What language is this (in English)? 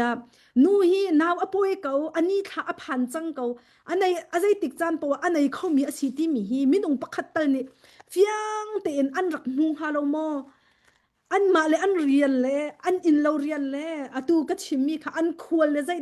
Hakha Chin